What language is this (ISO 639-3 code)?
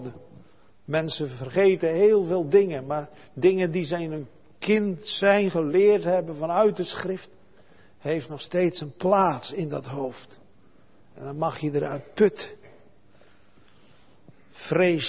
nld